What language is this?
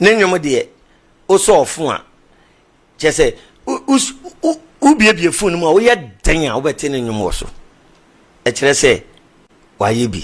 Akan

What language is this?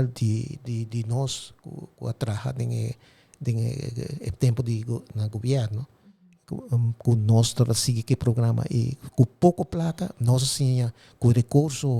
Papiamento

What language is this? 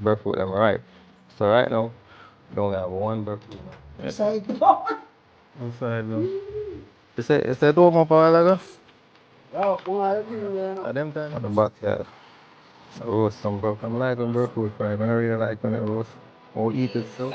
Jamaican Creole English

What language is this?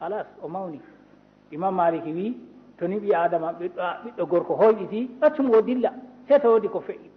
Fula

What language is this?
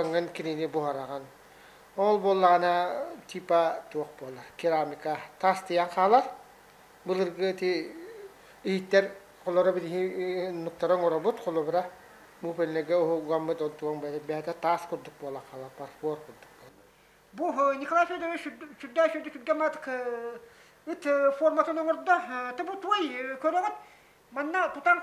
Yakut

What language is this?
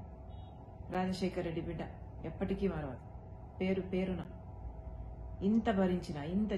Telugu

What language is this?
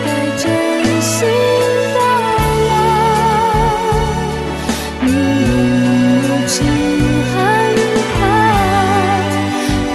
Chinese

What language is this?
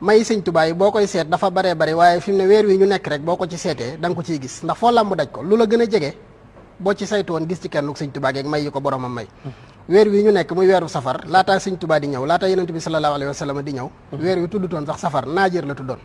Wolof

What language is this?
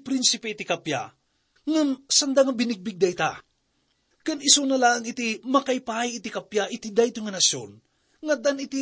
Iloko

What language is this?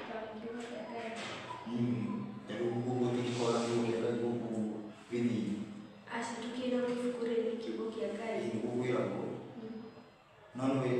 Kikuyu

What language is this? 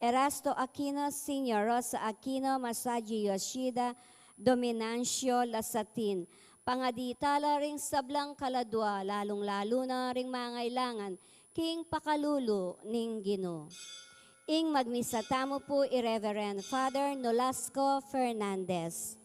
Pampanga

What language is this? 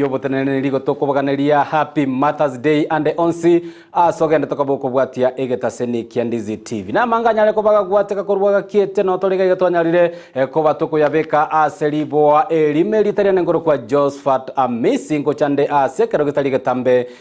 Gusii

